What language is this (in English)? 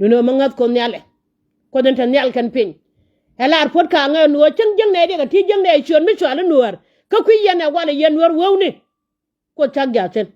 Nuer